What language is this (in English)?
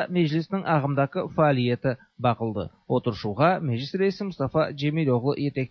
Tatar